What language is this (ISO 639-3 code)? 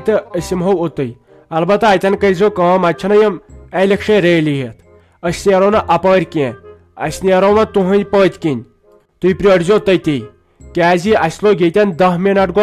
kas